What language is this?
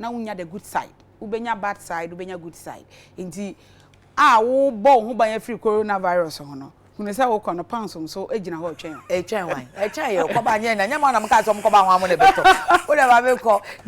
Akan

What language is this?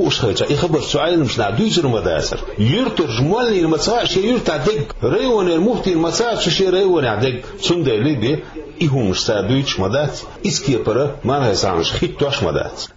Chechen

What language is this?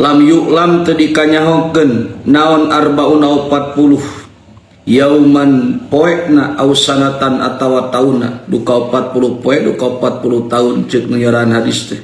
Sundanese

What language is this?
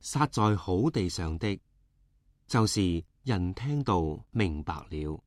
Cantonese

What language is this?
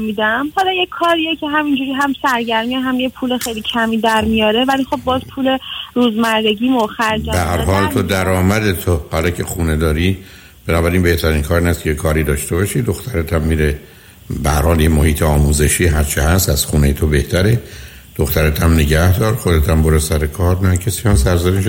Persian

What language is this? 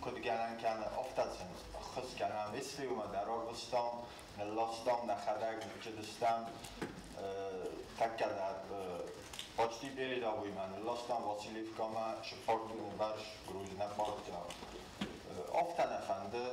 Ossetic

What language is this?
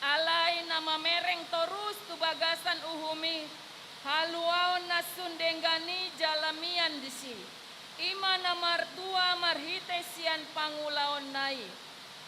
Batak Toba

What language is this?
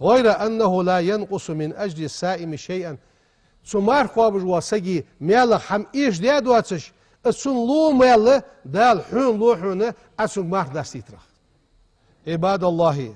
Ingush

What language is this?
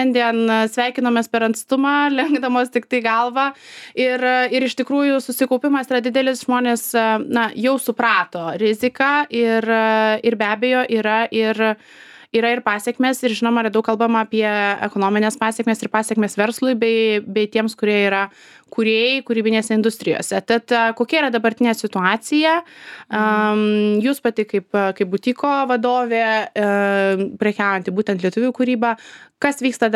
Lithuanian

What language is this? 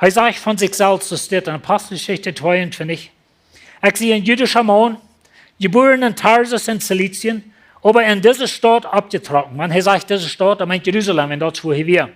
Plautdietsch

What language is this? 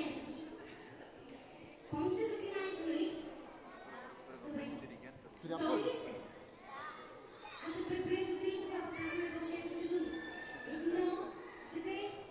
Bulgarian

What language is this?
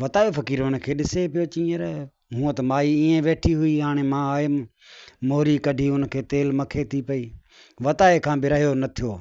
Sindhi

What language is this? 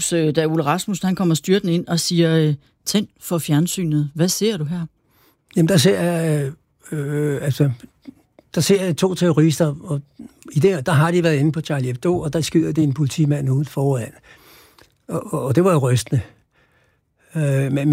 Danish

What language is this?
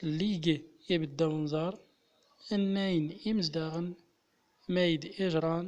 Central Atlas Tamazight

